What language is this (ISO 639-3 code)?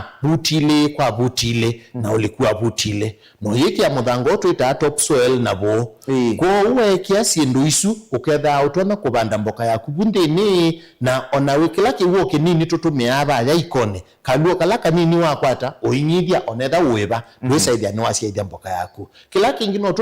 kam